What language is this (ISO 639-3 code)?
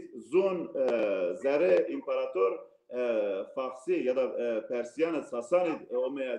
zza